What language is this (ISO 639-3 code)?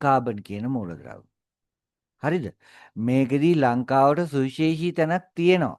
sin